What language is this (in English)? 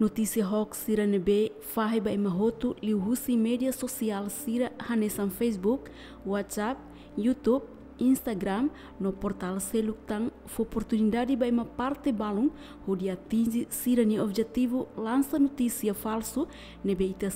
Tetum